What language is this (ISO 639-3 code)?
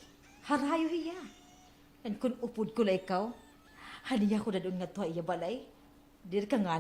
war